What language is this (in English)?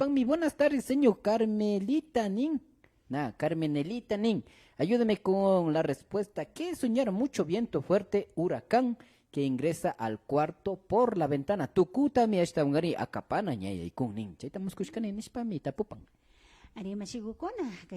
Imbabura Highland Quichua